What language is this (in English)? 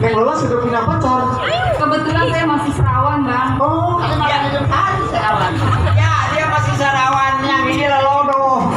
Betawi